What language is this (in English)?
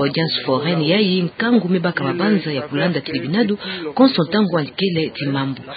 Kituba (Democratic Republic of Congo)